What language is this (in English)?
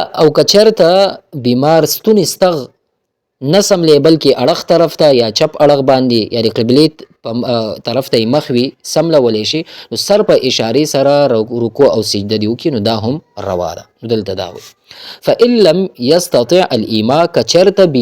Pashto